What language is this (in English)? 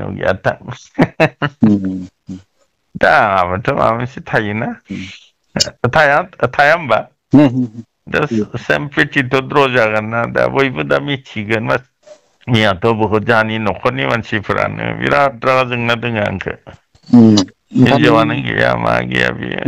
Bodo